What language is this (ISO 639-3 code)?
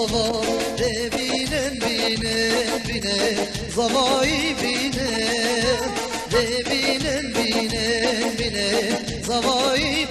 kur